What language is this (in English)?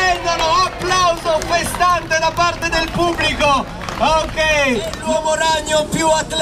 Italian